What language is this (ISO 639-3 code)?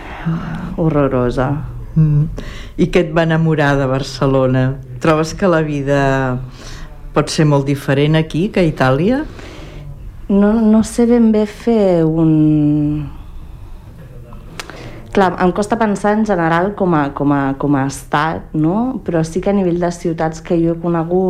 cat